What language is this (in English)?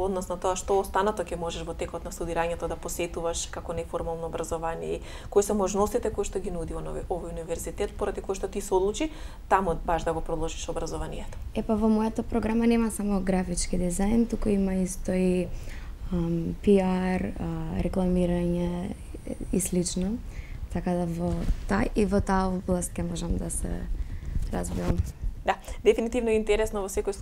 Macedonian